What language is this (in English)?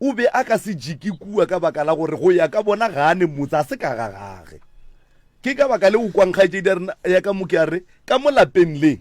Northern Sotho